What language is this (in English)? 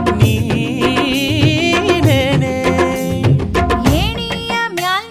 Kannada